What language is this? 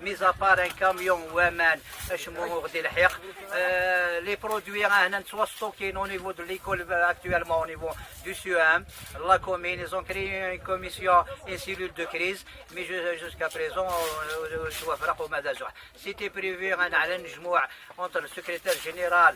Kabyle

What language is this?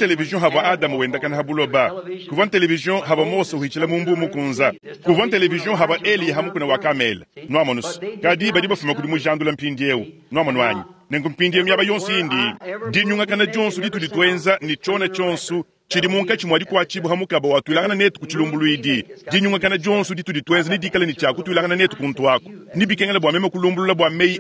Luba-Lulua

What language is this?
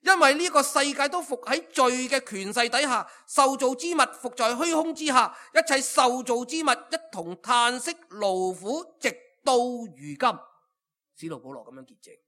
Cantonese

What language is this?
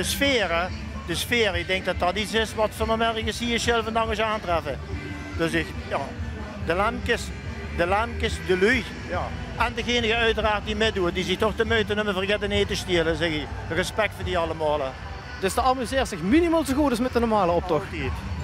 Limburgish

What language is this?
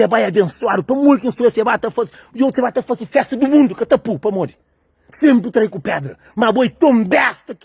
Kabuverdianu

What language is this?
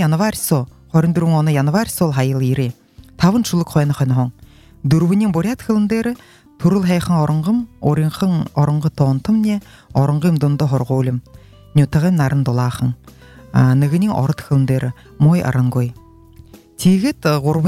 Buriat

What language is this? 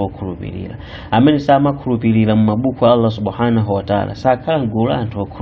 Nyanja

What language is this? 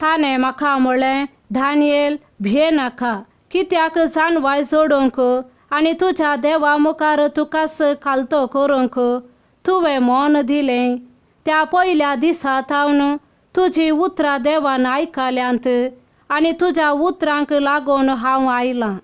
Konkani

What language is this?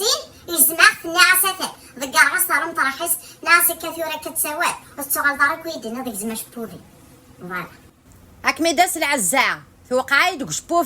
Kabyle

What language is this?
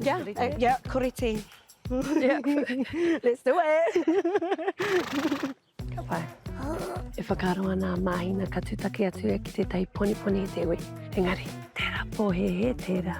Māori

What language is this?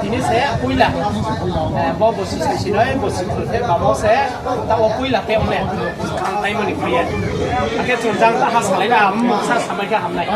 Riang (India)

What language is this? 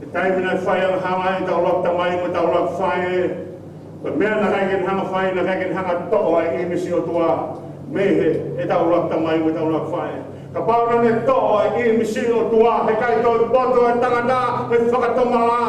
Tongan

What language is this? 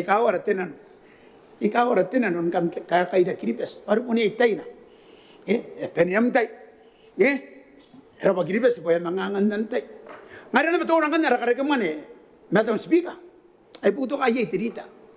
Gilbertese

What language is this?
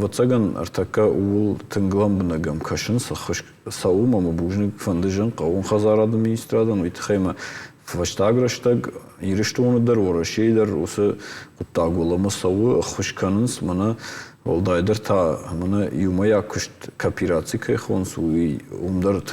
Ossetic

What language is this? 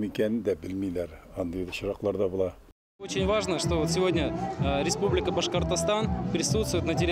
Bashkir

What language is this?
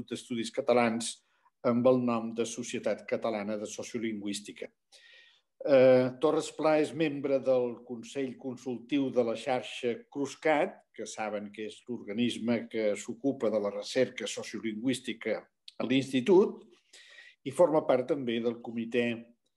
Catalan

